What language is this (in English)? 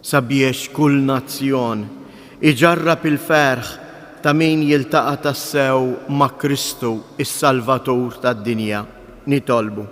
Maltese